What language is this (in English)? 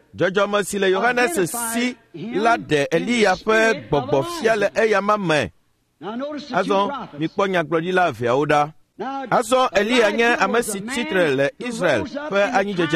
Ewe